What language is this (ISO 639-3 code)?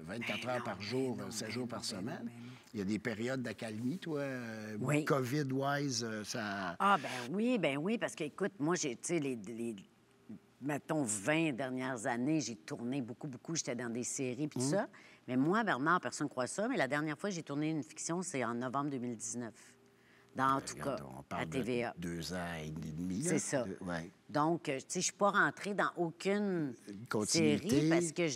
fra